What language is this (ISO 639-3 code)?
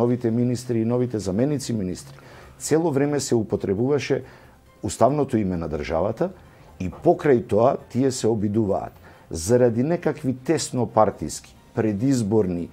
mkd